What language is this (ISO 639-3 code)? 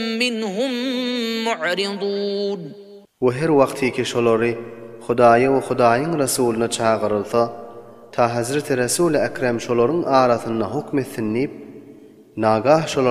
tuk